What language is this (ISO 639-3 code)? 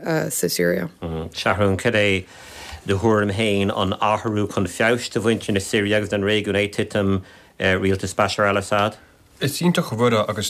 gle